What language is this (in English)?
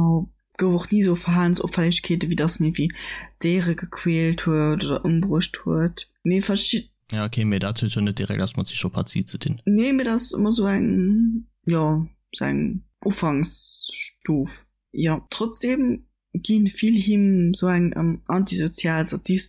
Luxembourgish